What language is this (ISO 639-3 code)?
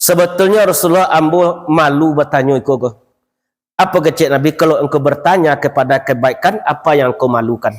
min